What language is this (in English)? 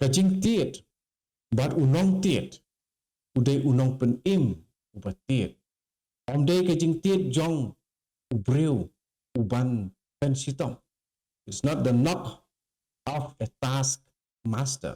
Khasi